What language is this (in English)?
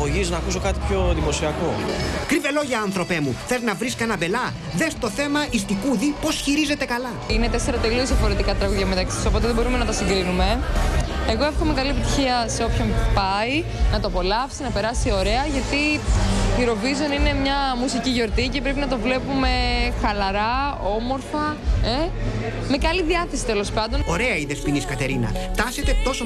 Greek